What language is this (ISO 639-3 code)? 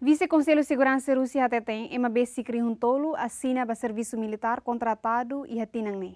tet